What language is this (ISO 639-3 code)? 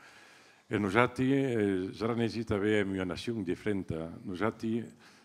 oci